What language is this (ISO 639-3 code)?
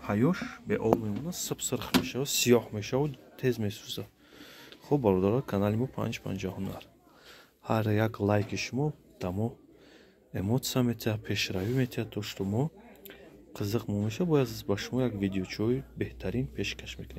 tgk